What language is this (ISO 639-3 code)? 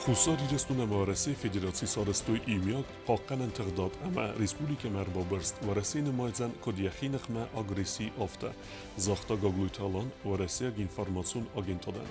oss